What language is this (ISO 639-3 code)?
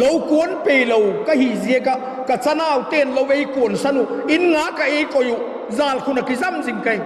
vap